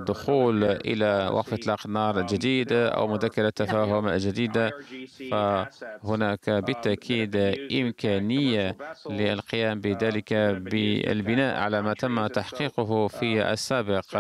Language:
Arabic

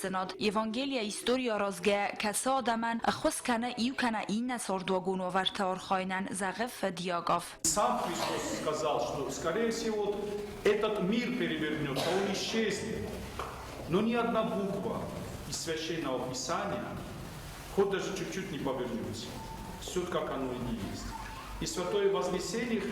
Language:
Ossetic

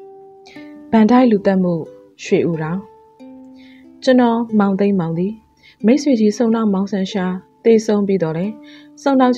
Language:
Burmese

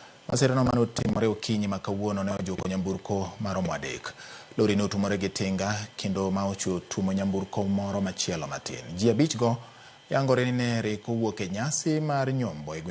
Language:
Luo (Kenya and Tanzania)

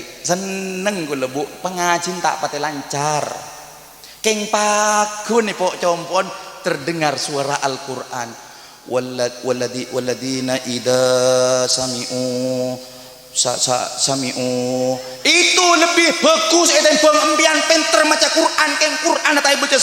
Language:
Madurese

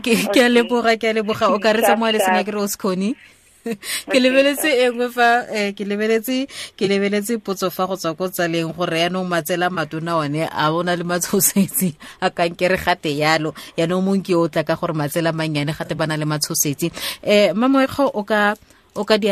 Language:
Tswana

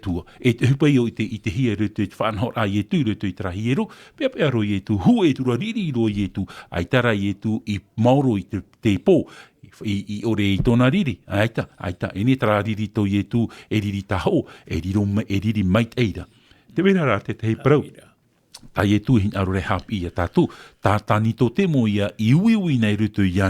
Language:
Tahitian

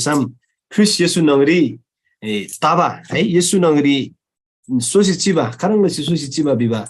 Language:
Eastern Tamang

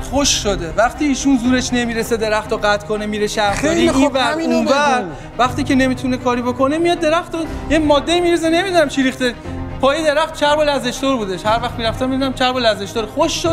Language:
Persian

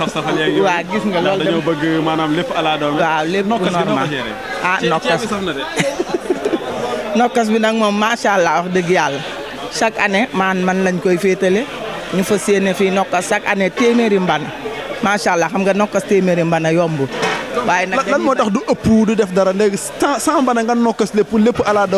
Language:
Wolof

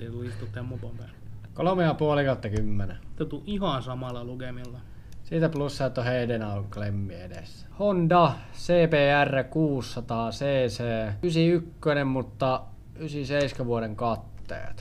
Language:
Finnish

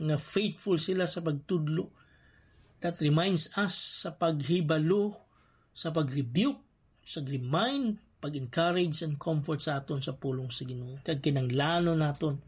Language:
Hiligaynon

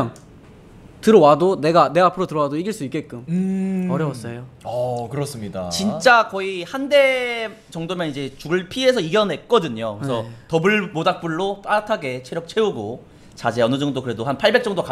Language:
Korean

